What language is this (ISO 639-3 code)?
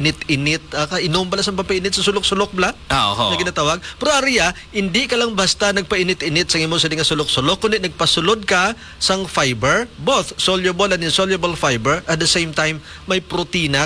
hil